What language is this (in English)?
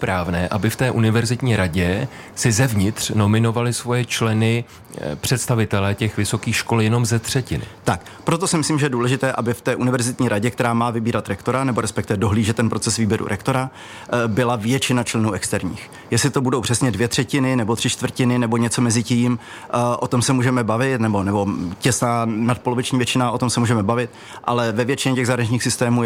Czech